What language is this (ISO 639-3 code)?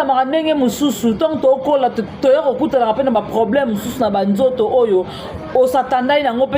lin